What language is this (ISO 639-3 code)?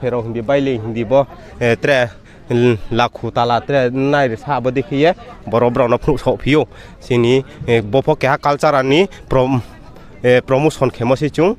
ria